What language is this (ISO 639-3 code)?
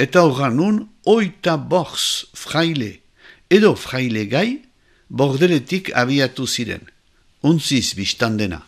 eus